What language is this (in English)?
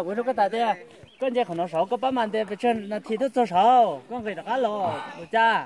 Hmong